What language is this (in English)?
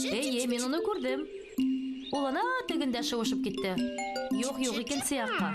Bashkir